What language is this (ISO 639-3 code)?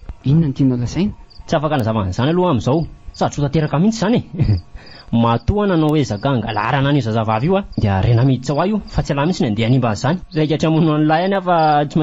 mlg